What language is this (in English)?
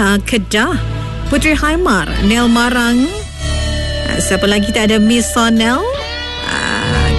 Malay